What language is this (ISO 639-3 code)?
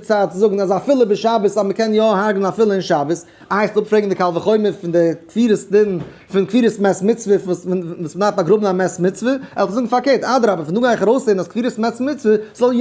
yid